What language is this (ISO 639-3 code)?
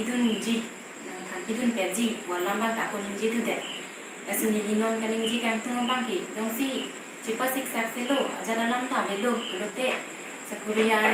mjw